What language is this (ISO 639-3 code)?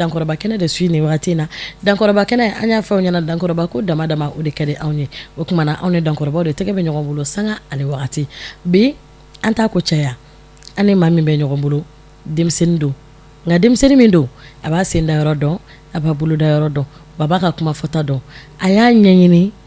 bam